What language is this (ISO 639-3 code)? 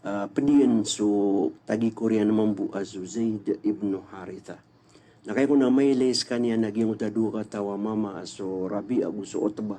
mrw